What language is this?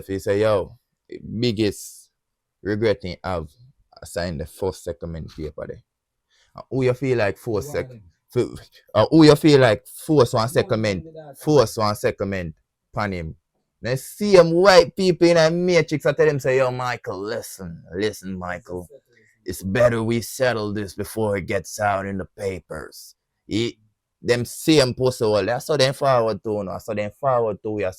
Jamaican Creole English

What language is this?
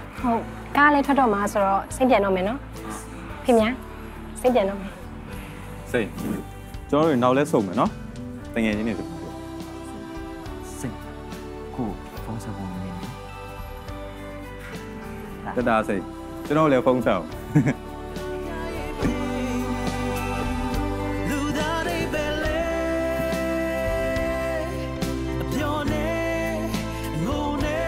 Burmese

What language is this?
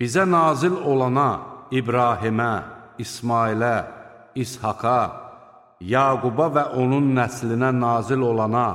Azerbaijani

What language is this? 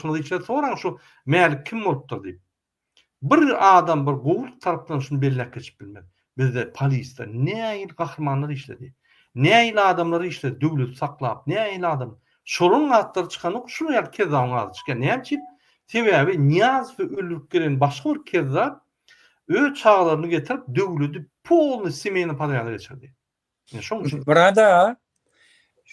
Turkmen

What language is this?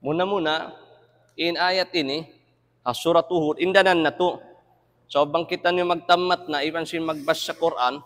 Tausug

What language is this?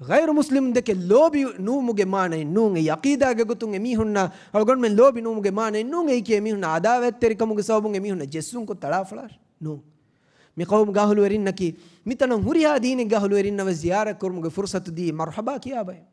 Divehi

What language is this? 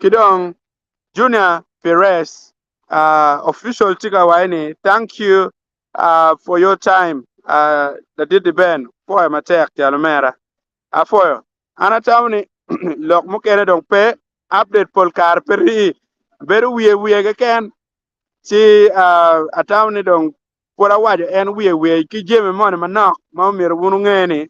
Acoli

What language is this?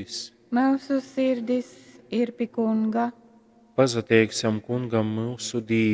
Latgalian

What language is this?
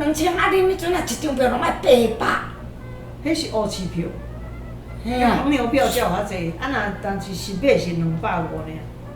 Min Nan Chinese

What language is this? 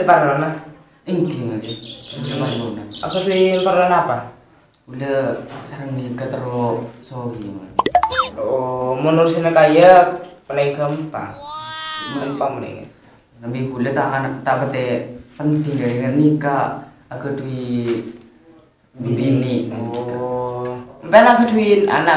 Madurese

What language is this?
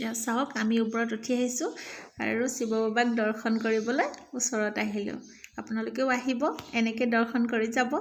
Assamese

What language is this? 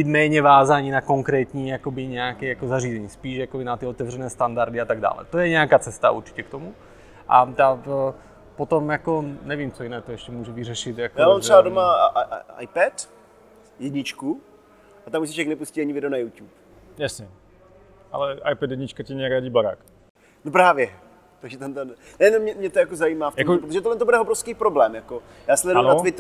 Czech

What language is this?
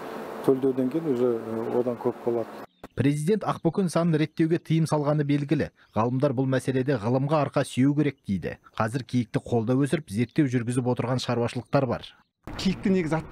Kazakh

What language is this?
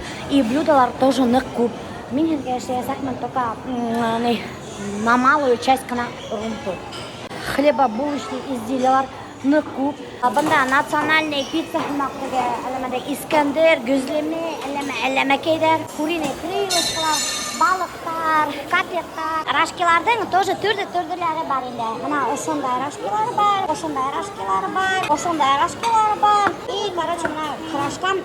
Bashkir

